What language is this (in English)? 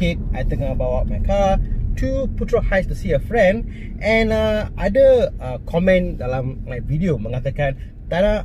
Malay